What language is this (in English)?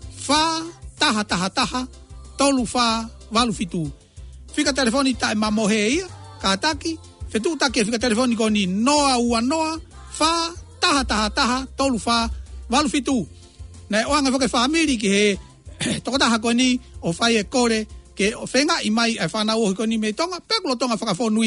Tongan